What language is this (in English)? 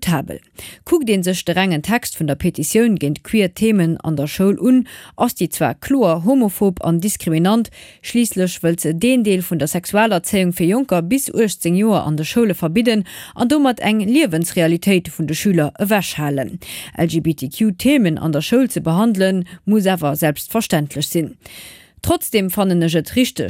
Luxembourgish